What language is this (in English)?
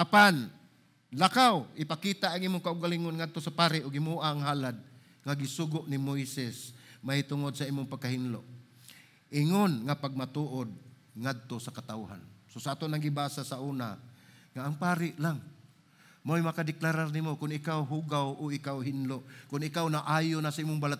Cebuano